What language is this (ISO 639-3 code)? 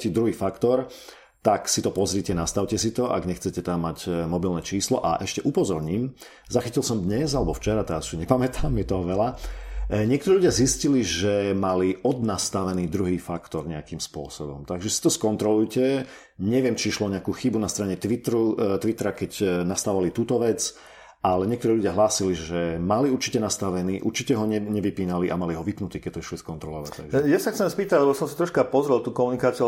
slk